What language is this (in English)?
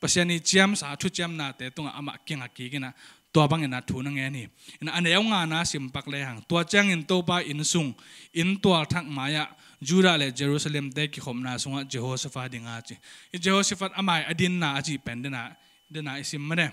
Tedim Chin